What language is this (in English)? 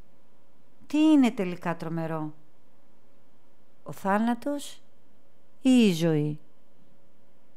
Greek